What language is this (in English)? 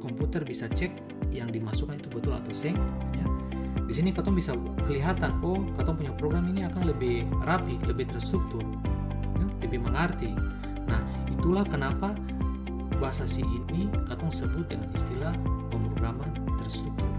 Ambonese Malay